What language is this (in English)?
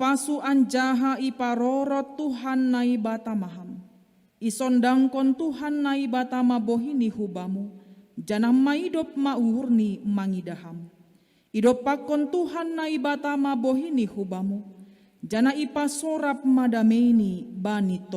Batak Simalungun